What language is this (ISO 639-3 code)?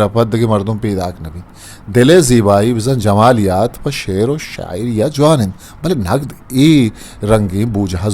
bgp